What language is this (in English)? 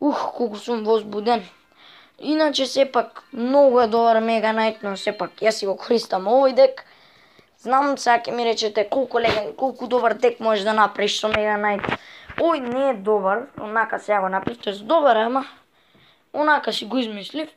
Macedonian